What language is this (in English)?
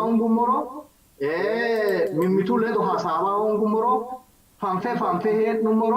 Sidamo